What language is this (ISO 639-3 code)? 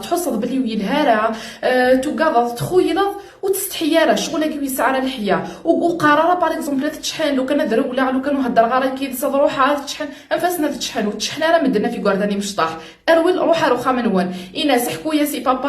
kab